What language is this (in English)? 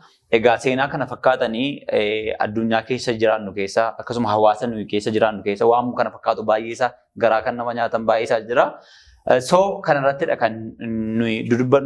Oromo